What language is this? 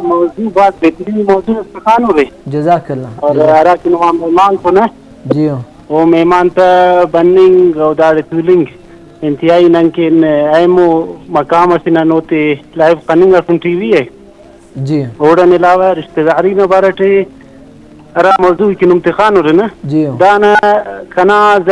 Brahui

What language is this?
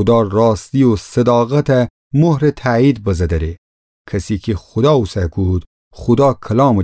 Gilaki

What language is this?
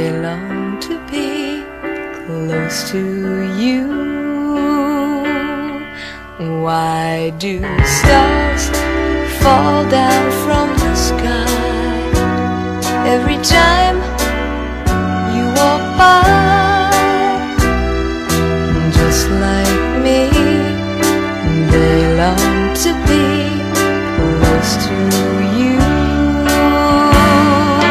English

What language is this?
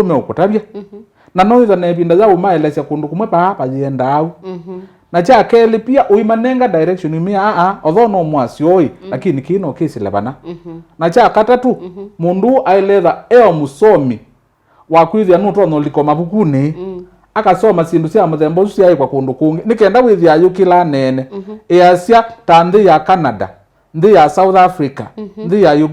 Kamba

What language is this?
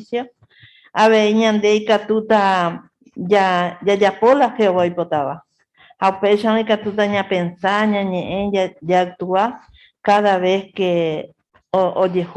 Guarani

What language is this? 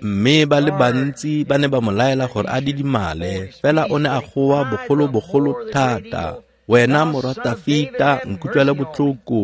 Tswana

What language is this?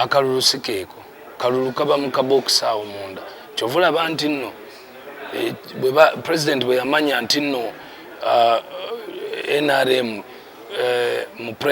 Ganda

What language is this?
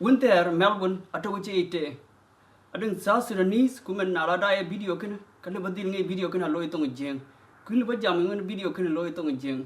Dinka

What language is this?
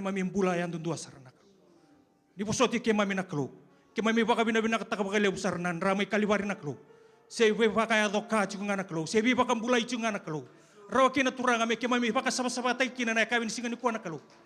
Fijian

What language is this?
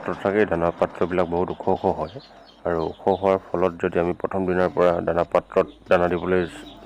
Assamese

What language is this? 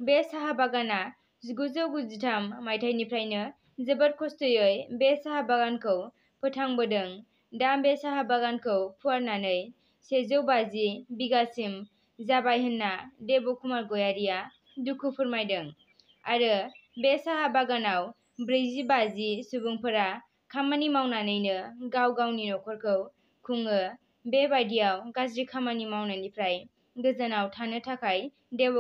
Bodo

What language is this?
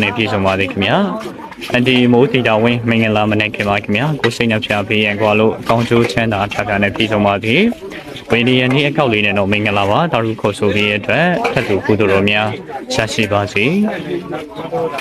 Burmese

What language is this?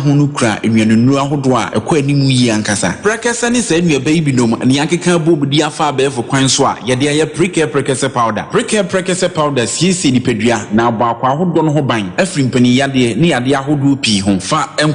Akan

